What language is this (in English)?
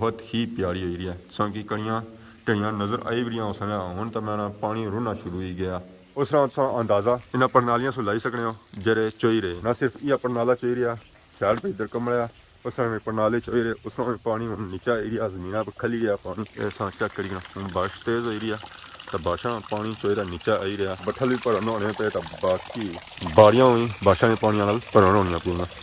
Pahari-Potwari